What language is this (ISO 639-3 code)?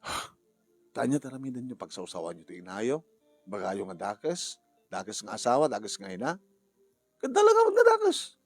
ilo